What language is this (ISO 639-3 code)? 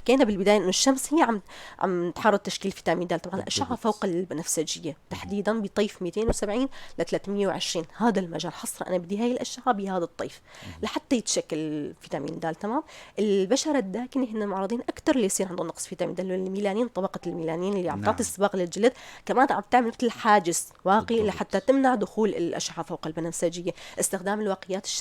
apc